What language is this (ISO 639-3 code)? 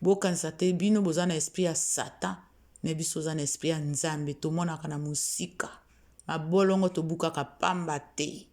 lin